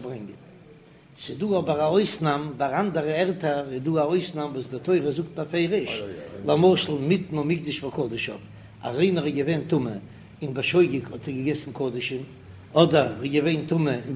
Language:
Yiddish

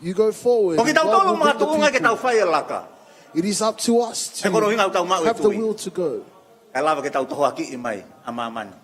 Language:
Tongan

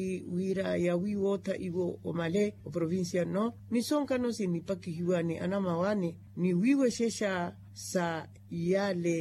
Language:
Makhuwa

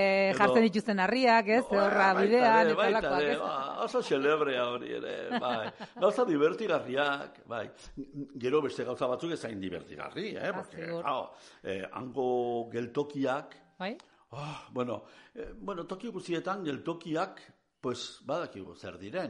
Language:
Basque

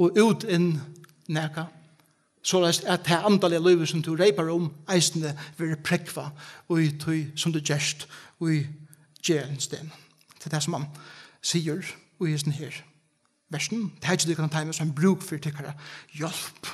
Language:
Faroese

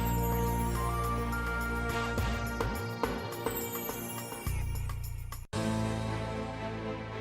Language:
Meru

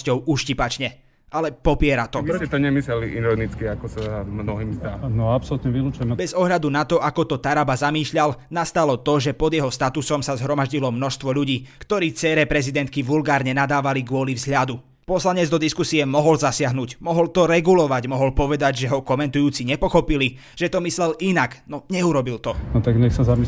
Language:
Slovak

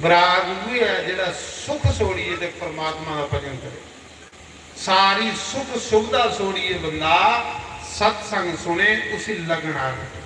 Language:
Dogri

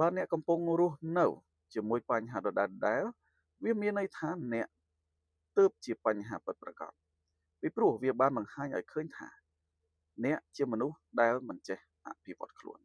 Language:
Khmer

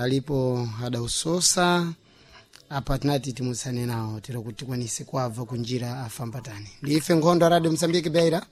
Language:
Sena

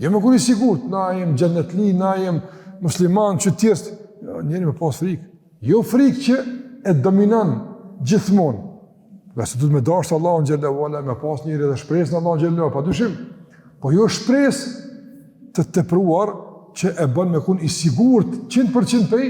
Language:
Albanian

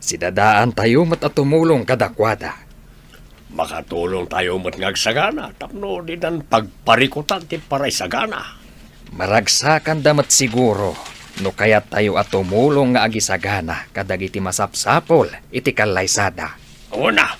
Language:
Iloko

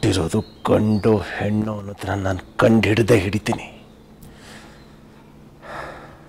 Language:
Kannada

